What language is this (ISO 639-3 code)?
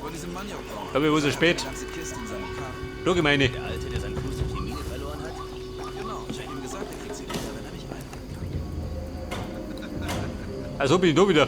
bar